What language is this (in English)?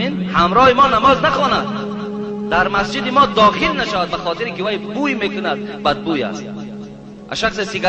Tajik